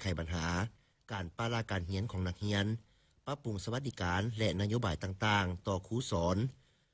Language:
Lao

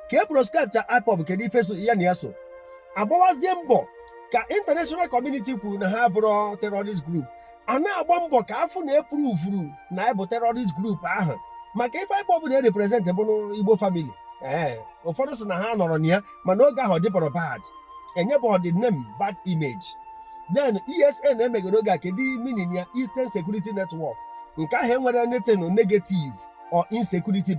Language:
Igbo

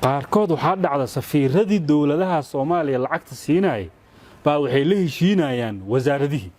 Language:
Somali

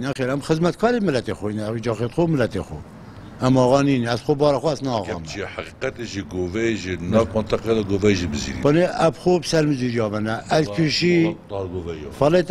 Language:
Kurdish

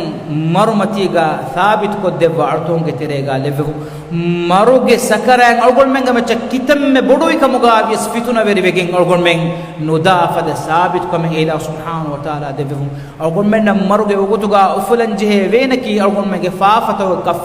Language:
Divehi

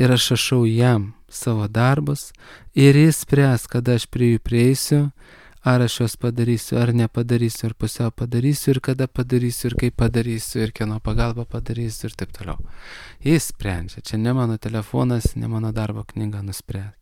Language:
Lithuanian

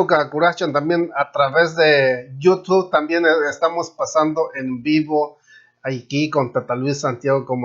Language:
Purepecha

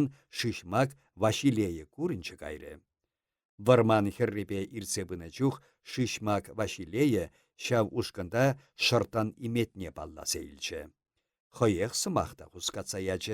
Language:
Chuvash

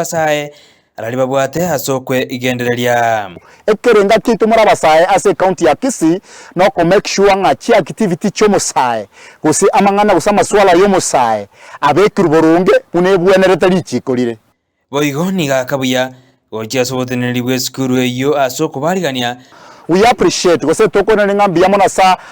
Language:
Gusii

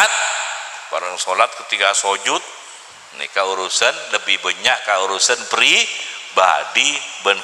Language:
Madurese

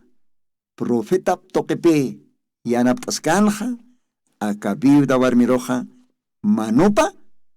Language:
Aymara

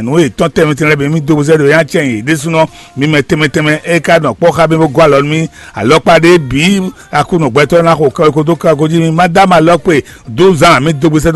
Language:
Fon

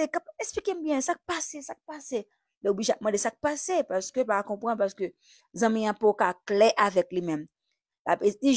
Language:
Haitian Creole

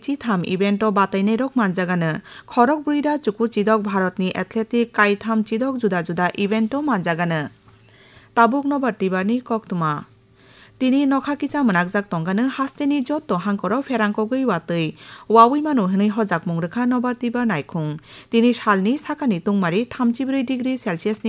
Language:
Kok Borok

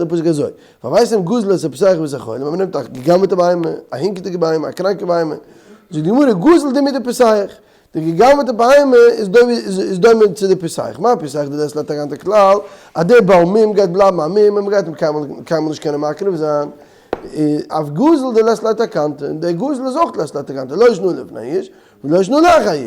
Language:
Yiddish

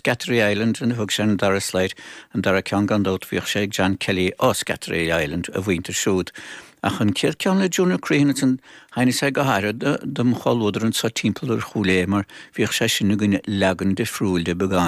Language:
Irish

